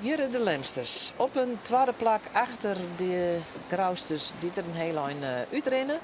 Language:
Western Frisian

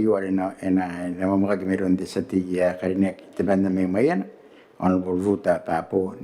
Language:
Gilbertese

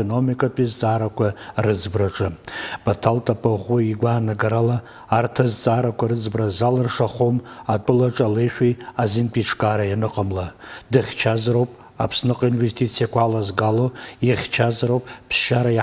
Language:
Abkhazian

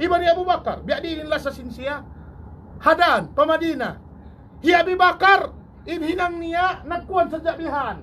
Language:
Tausug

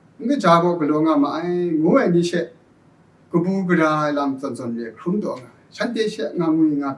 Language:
Kachin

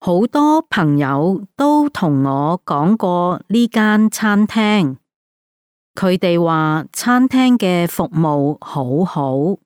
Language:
Cantonese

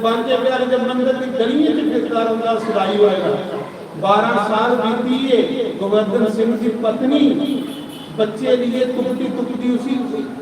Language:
Dogri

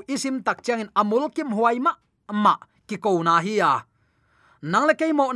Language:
Tedim Chin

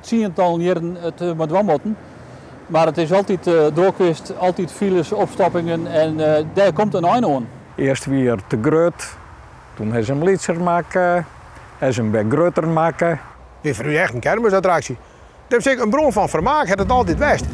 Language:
Western Frisian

